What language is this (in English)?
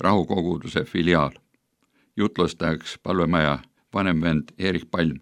Estonian